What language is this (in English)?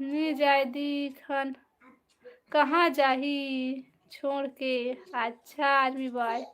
Chhattisgarhi